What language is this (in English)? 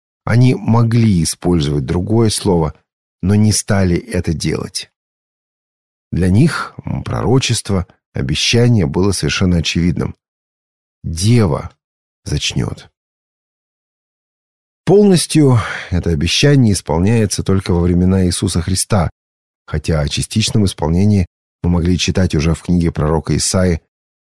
Russian